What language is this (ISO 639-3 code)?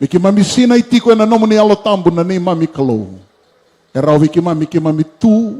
fij